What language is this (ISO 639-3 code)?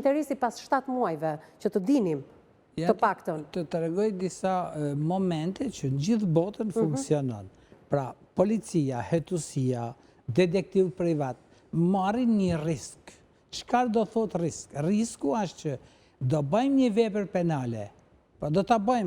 sqi